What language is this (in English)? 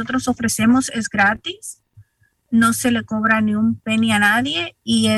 Spanish